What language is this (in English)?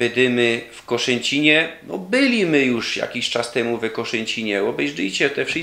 Silesian